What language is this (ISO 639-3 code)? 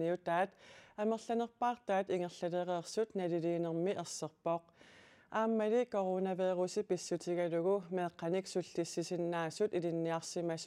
kal